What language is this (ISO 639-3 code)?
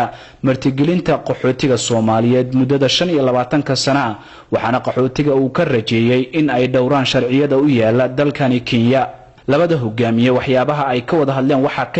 som